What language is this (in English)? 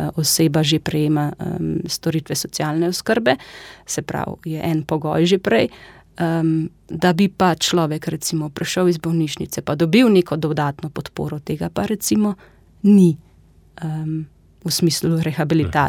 Slovenian